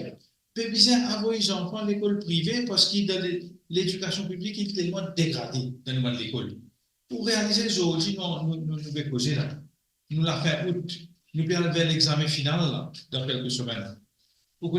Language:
Morisyen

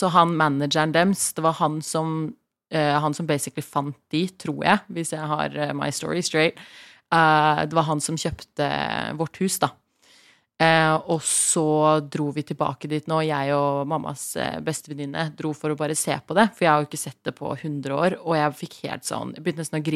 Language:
Norwegian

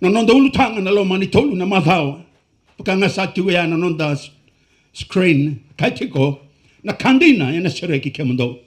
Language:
Fijian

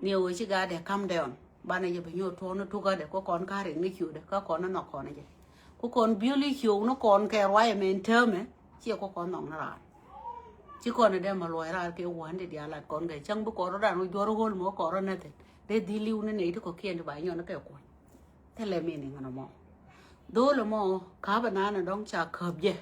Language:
Nuer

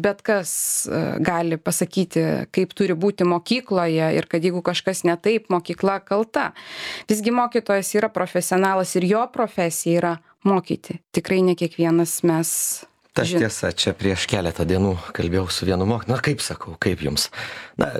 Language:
Lithuanian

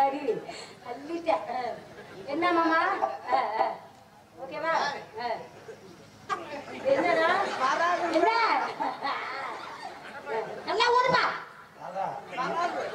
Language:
Tamil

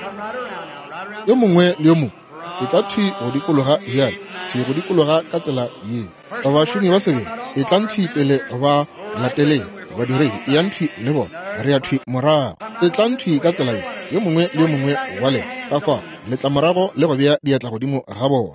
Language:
Northern Sotho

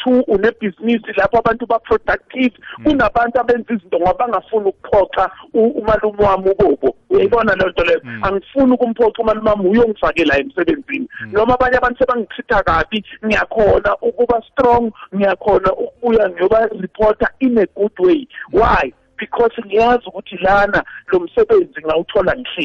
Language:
South Ndebele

